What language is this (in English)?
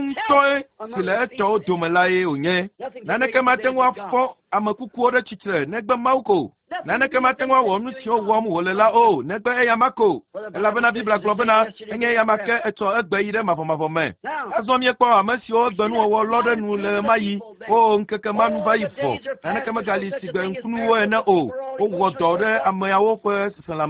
Ewe